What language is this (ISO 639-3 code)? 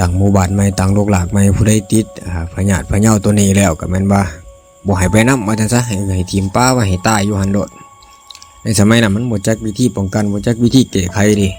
lao